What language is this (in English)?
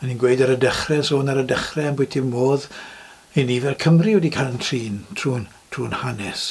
Welsh